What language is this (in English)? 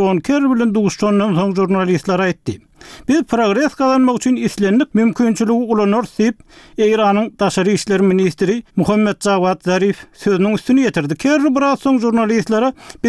Turkmen